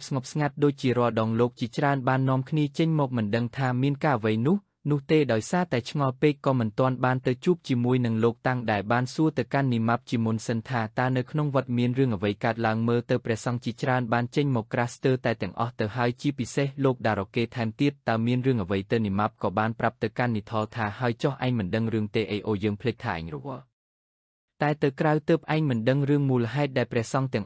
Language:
Khmer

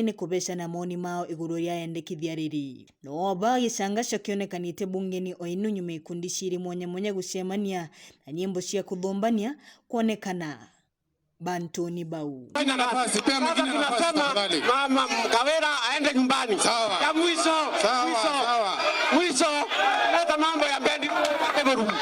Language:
Meru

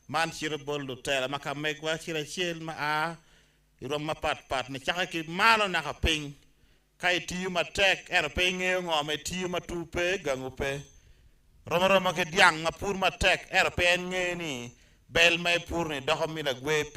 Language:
Acoli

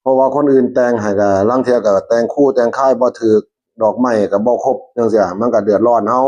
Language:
Northeastern Thai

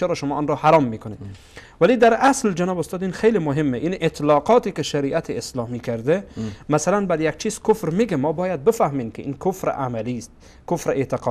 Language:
Persian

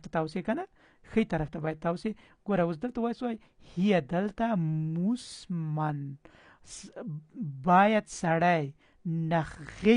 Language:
Pashto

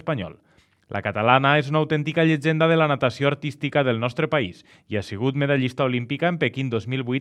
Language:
Catalan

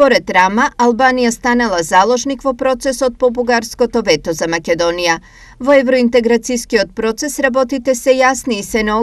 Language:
Macedonian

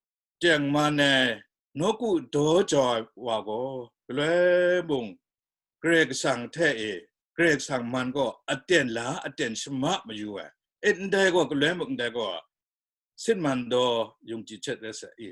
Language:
Kachin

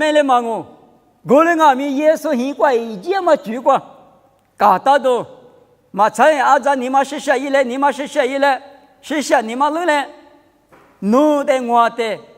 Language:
Lisu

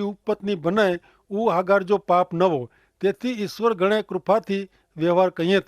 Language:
Kachhi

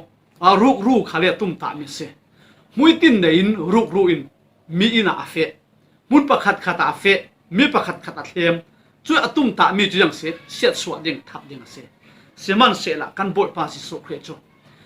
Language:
Falam Chin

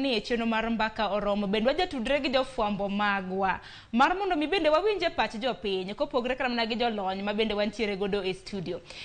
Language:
Luo (Kenya and Tanzania)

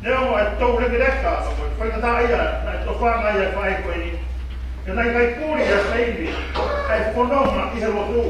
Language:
Tongan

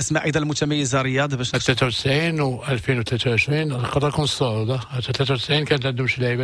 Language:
Moroccan Arabic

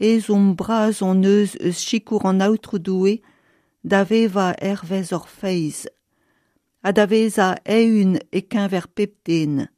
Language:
Breton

